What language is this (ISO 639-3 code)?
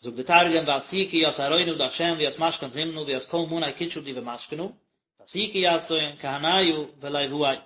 yid